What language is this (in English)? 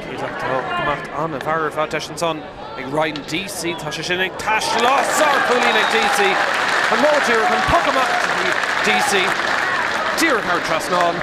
Irish